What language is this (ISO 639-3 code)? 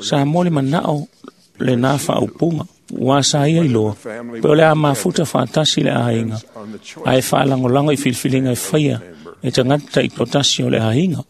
smo